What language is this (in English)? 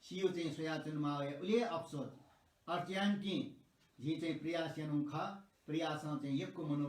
Newari